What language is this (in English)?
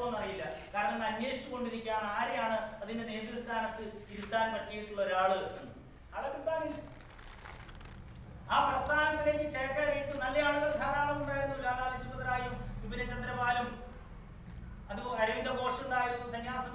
Malayalam